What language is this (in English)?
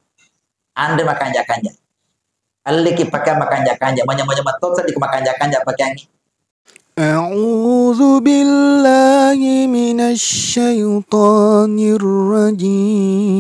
Buginese